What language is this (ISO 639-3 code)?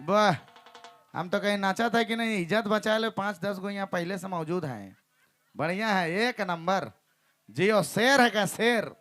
sck